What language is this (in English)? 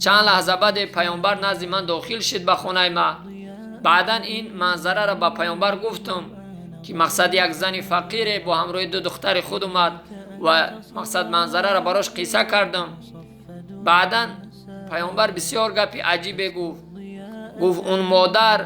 Tajik